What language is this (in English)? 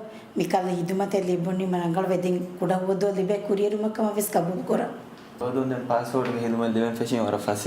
Divehi